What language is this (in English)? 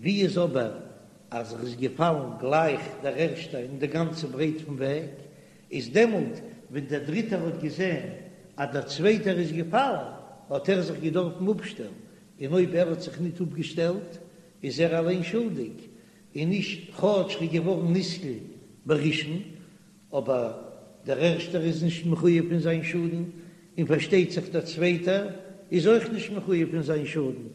Yiddish